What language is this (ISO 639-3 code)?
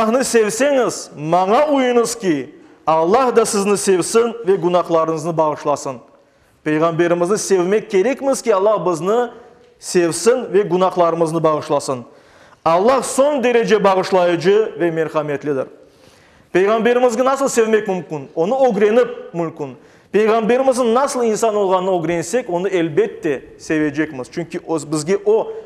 crh